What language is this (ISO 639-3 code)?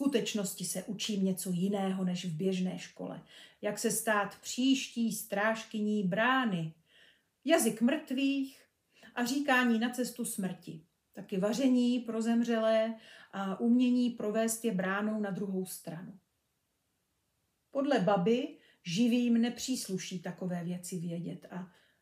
ces